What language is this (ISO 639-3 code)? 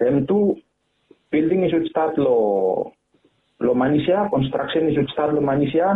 bis